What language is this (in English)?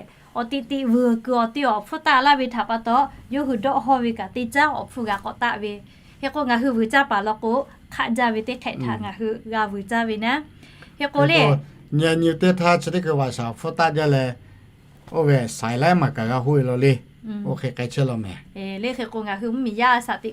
Lahu